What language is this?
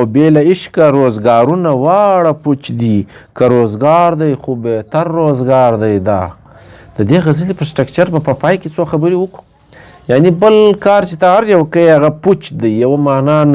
Pashto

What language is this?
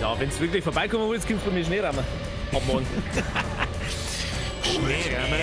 Bavarian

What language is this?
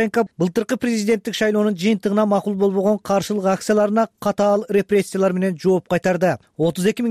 Kyrgyz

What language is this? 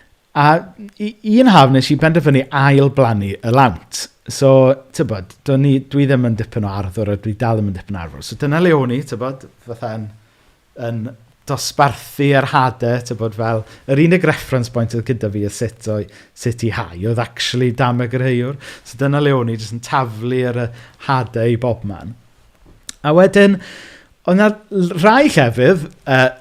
Welsh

